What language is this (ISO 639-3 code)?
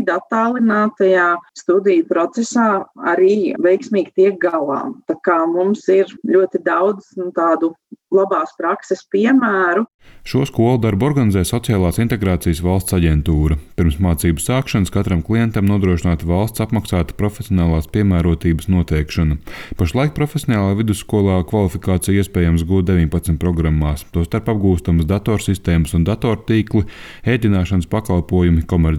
lav